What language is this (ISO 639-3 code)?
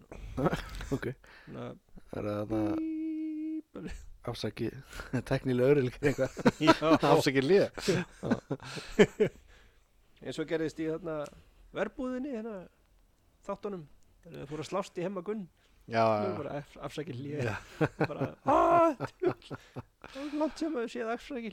isl